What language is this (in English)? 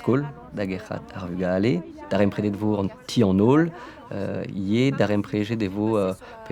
Breton